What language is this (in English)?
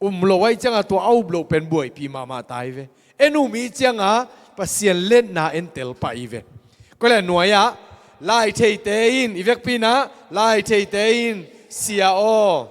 Tedim Chin